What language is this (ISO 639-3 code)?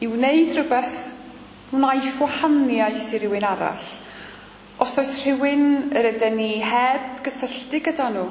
cym